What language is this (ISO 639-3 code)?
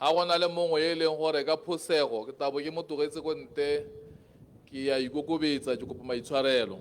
tsn